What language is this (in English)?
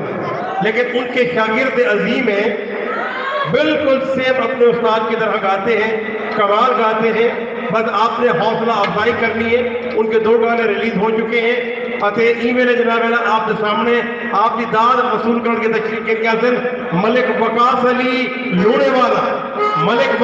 Saraiki